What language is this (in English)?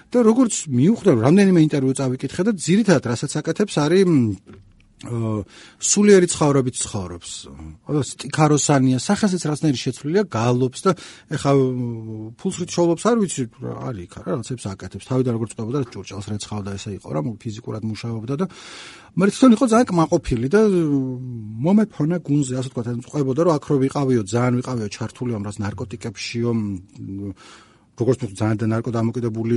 Georgian